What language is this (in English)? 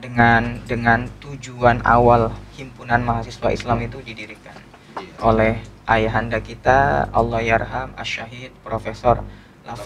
Indonesian